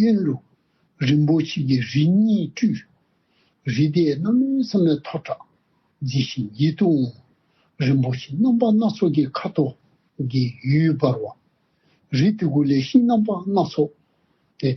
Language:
Dzongkha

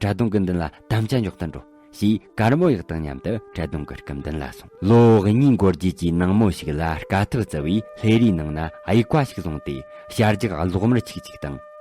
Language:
Tibetan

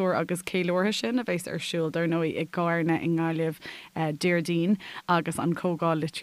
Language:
Irish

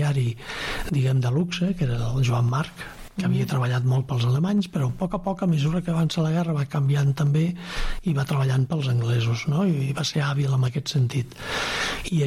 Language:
Catalan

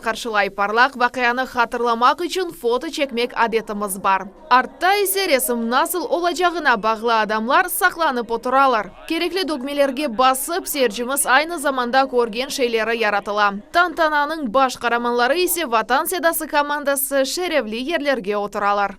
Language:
Crimean Tatar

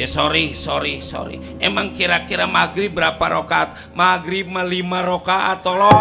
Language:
Betawi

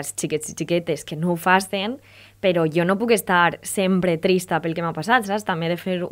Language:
Catalan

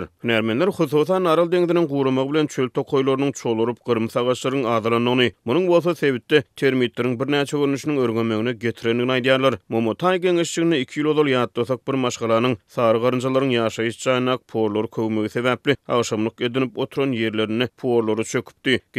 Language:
Turkmen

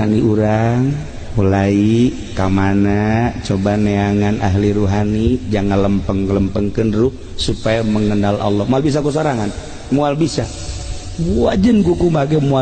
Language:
Sundanese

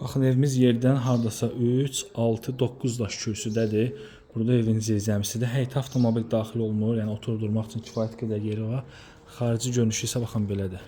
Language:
Azerbaijani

